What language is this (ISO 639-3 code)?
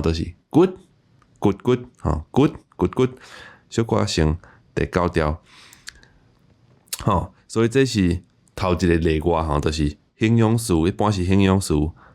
nan